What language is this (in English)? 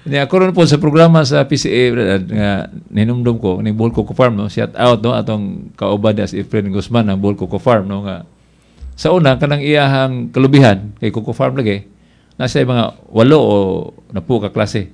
Cebuano